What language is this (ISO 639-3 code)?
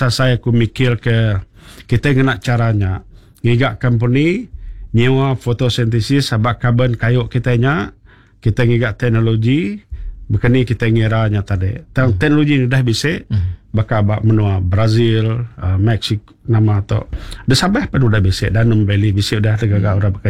iba